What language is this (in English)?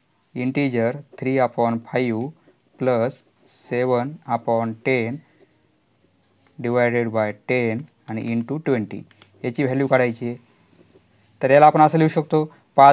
Marathi